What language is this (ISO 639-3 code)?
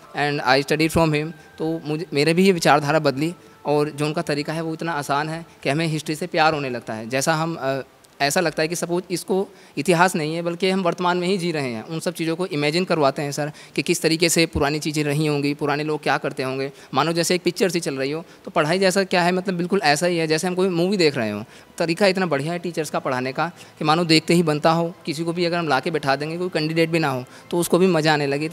hin